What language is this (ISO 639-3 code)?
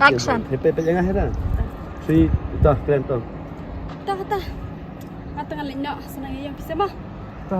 kha